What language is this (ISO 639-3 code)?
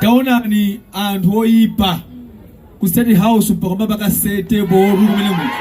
nya